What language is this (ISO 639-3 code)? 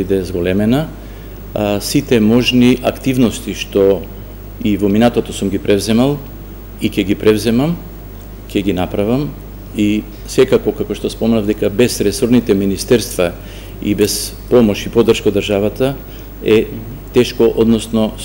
mkd